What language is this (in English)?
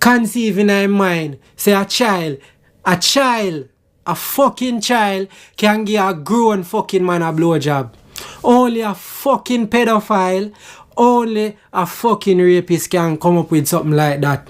Jamaican Creole English